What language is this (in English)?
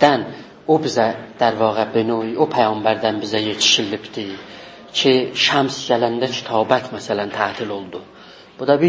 South Azerbaijani